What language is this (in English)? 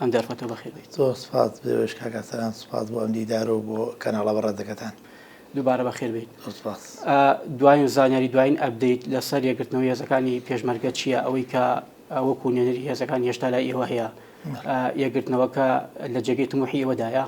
Central Kurdish